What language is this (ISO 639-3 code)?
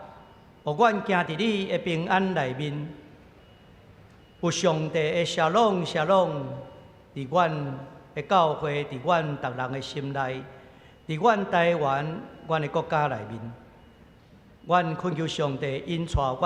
nan